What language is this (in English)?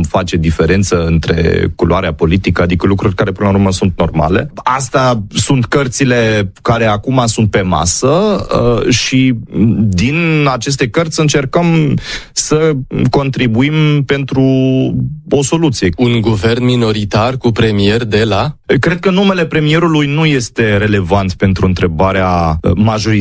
Romanian